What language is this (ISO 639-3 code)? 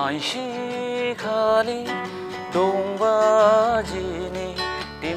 dis